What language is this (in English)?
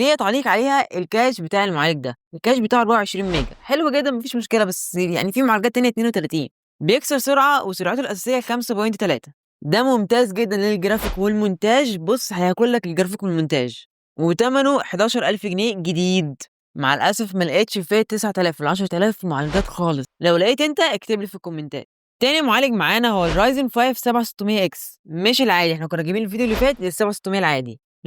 Egyptian Arabic